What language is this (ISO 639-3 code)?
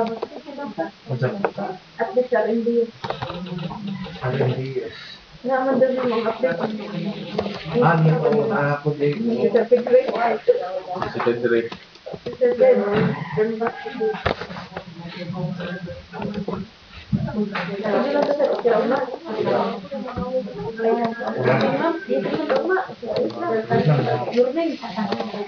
fil